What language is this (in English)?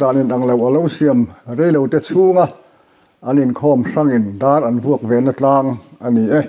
Mizo